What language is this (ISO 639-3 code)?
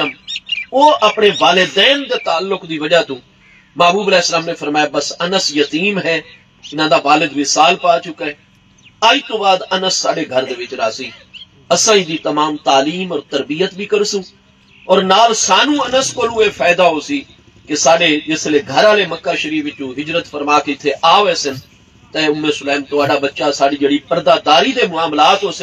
skr